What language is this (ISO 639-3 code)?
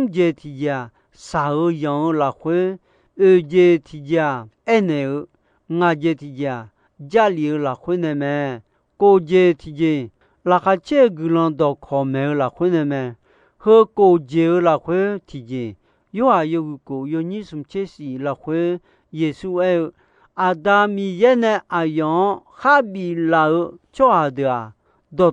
ahk